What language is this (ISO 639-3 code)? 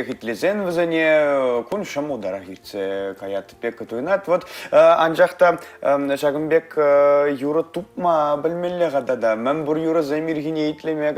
chv